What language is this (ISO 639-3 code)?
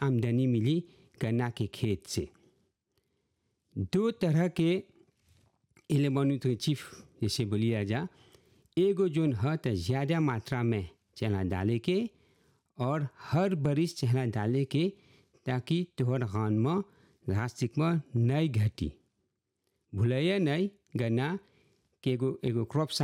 bho